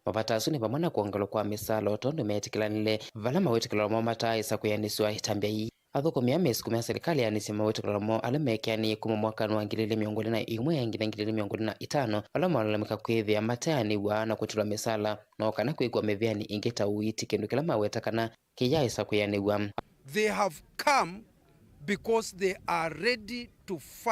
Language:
Kamba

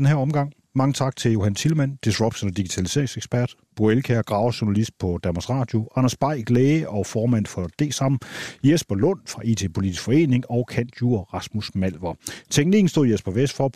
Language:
Danish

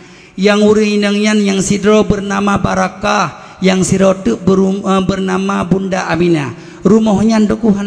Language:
Achinese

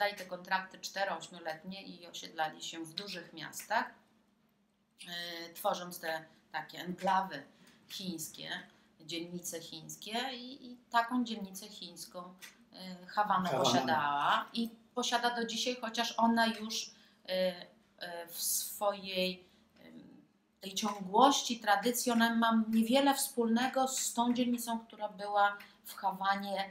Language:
Polish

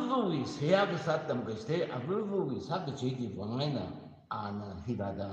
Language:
Tangkhul Naga (India)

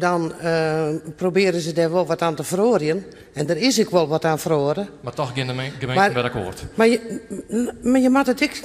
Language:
Western Frisian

